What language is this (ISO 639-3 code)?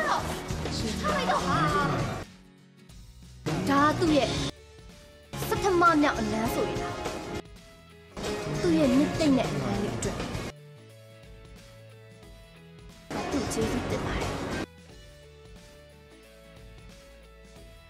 mya